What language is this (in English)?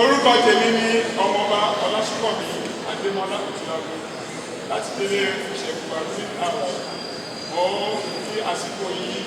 Yoruba